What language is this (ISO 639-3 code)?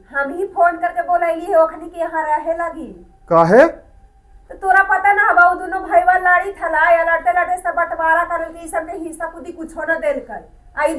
mag